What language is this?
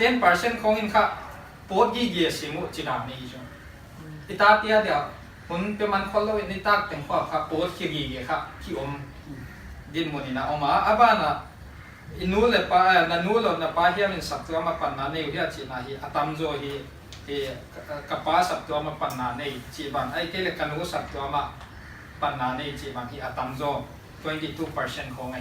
Paite Chin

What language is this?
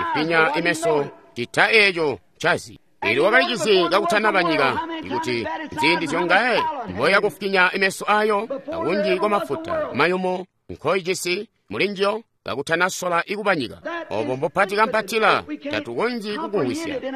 Tonga (Zambia)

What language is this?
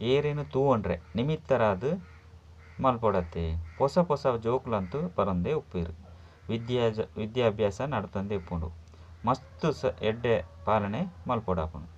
Tulu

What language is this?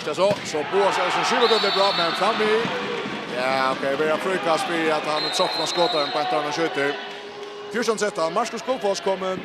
Faroese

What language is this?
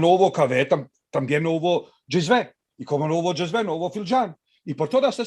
Ladino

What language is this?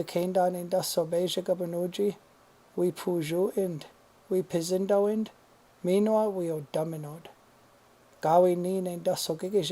Chippewa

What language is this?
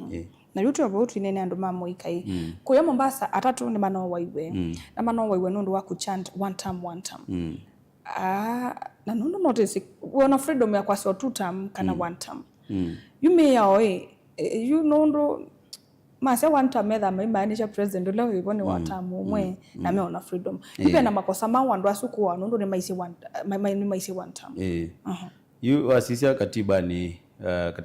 Kamba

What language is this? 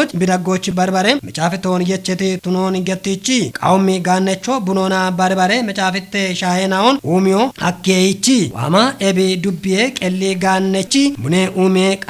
Kafa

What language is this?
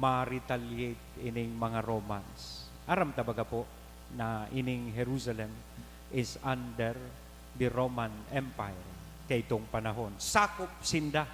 Bikol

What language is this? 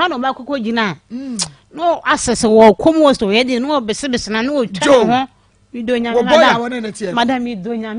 Akan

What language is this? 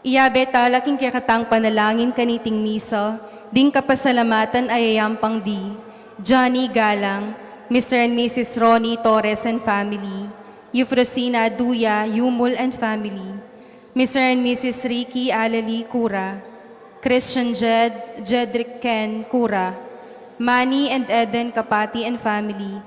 Pampanga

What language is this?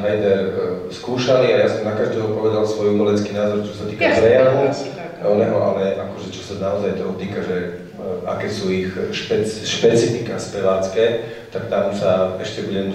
Slovak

